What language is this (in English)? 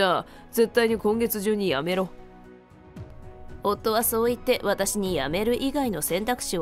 Japanese